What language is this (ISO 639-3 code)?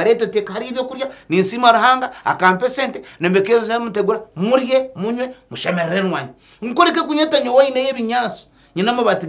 nyn